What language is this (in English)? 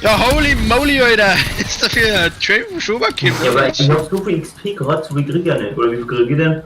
Bavarian